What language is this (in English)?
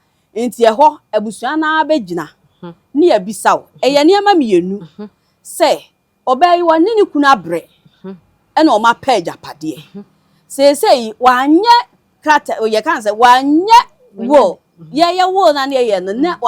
Akan